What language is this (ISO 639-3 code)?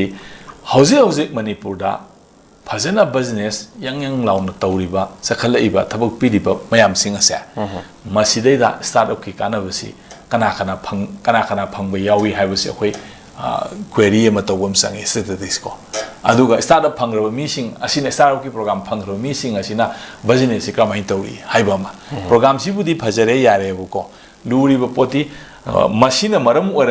mni